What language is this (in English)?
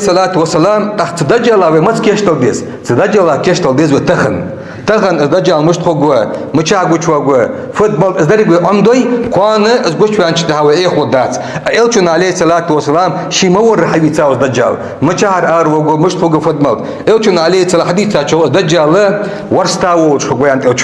Ingush